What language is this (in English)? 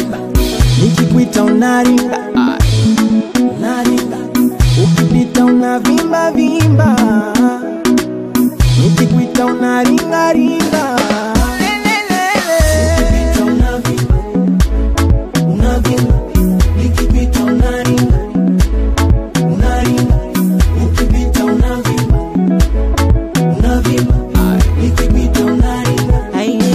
Swahili